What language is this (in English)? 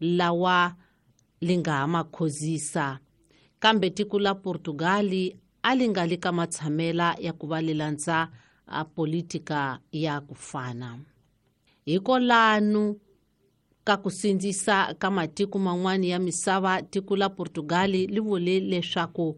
Tsonga